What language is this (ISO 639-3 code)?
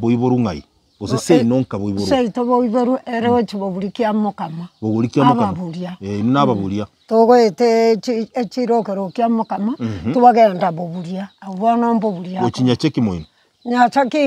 guz